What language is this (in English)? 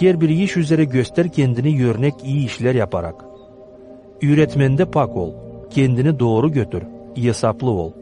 Gagauz